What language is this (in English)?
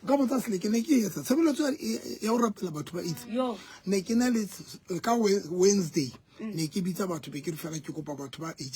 Southern Sotho